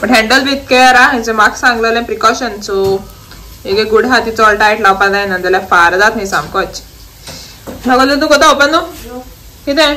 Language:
Konkani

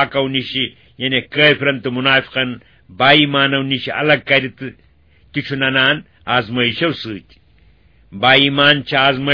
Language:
Kashmiri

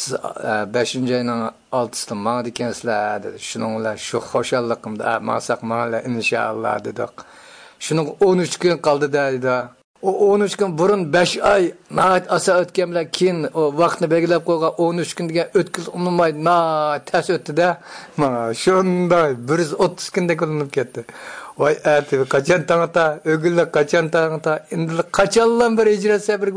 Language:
Uyghur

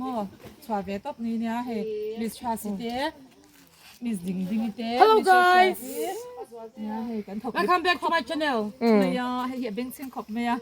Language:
Mizo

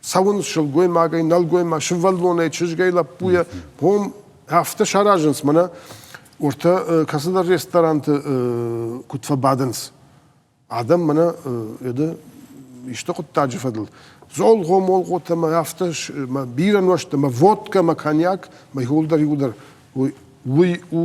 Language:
Ossetic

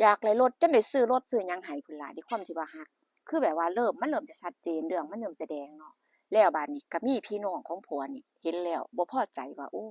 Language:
Northeastern Thai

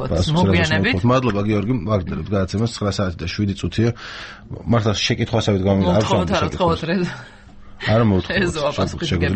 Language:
Georgian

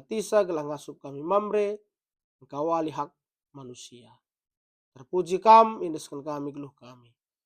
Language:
Batak Karo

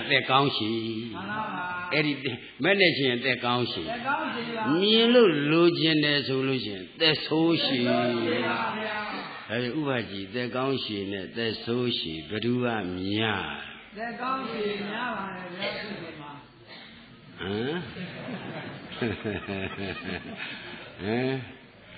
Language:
Burmese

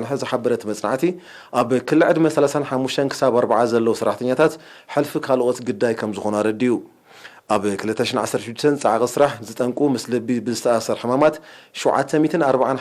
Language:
Tigrinya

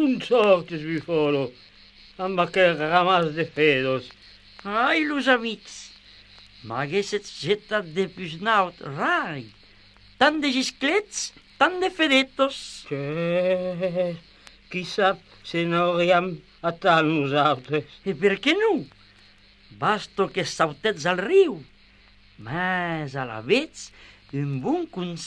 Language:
Occitan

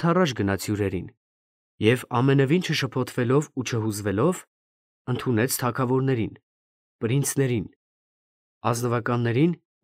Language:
Armenian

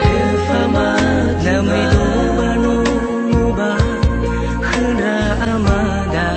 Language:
Nias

